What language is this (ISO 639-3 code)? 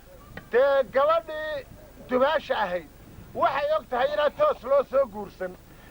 som